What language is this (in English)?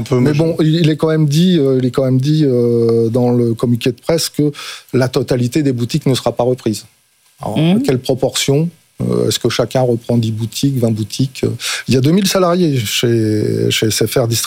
French